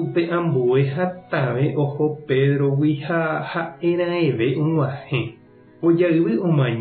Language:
Guarani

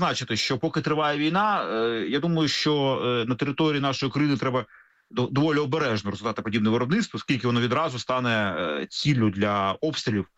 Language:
Ukrainian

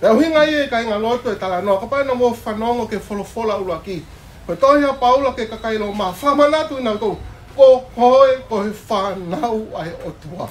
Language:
Tongan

